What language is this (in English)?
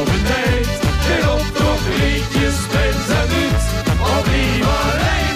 Limburgish